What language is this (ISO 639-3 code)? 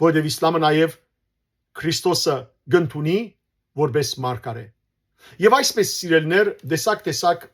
hyw